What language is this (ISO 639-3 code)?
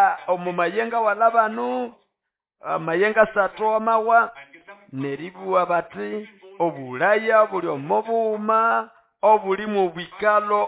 nnb